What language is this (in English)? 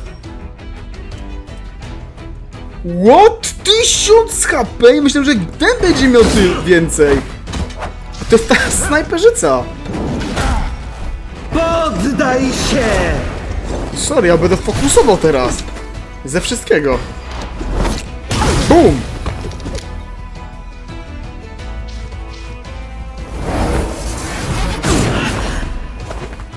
Polish